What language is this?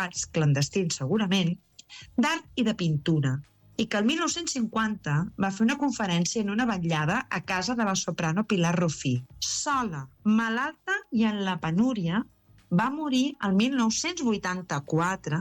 Catalan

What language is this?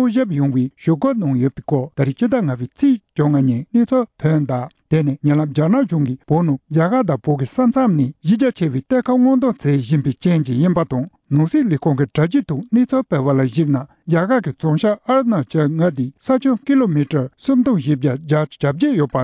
Tibetan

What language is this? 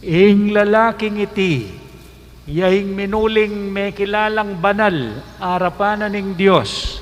Pampanga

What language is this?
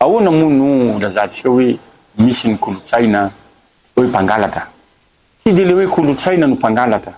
Malagasy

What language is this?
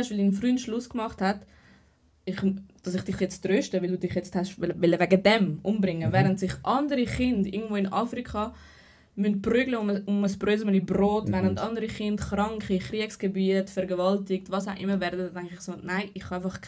Swiss German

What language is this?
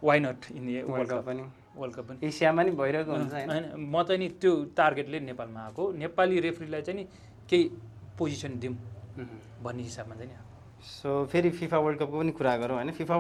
Nepali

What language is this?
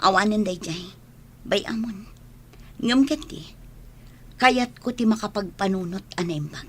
Iloko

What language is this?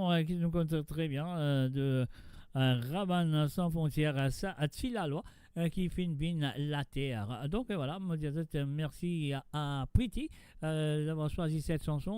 Morisyen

